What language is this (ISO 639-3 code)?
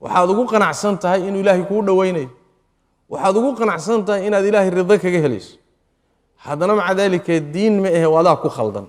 som